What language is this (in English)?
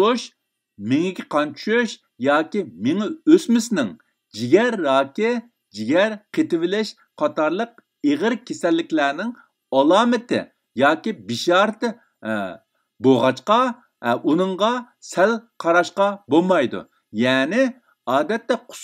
Uyghur